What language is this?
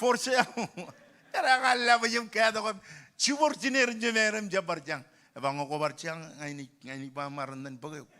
Marshallese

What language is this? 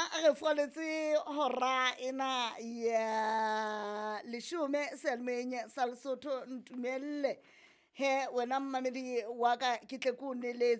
Southern Sotho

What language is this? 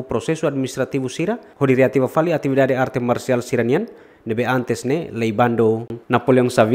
Tetum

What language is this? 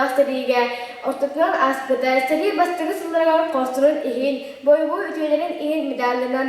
Yakut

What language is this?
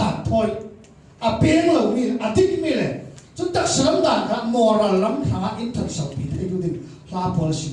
Falam Chin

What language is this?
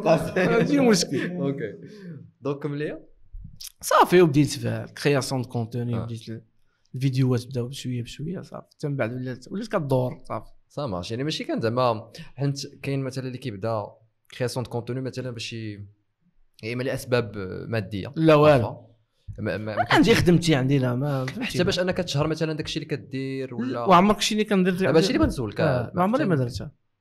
Moroccan Arabic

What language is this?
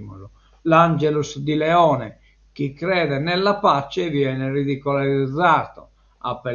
Sardinian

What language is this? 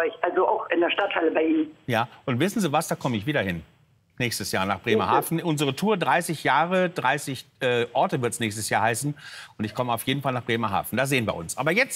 German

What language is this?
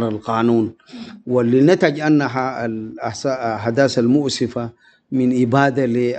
Sudanese Arabic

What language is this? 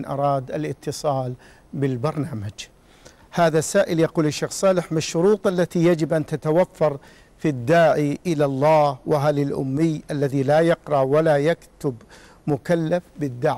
Arabic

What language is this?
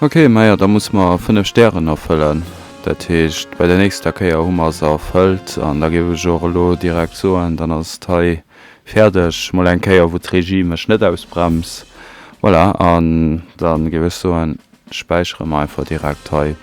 Luxembourgish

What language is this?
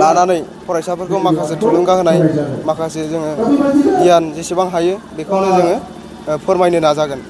Bodo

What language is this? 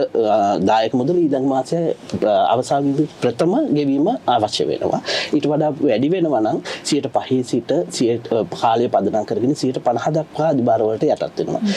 Sinhala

